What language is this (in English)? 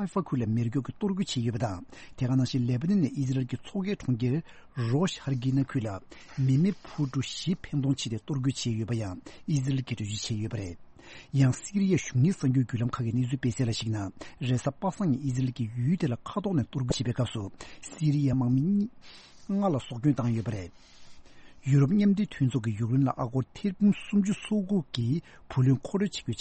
Tibetan